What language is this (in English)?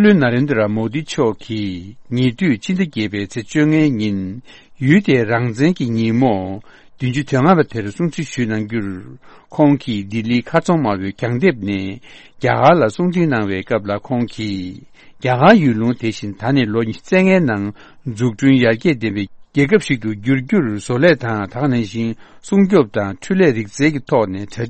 Tibetan